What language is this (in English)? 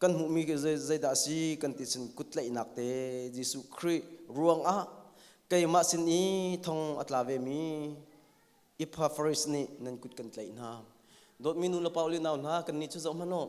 Hakha Chin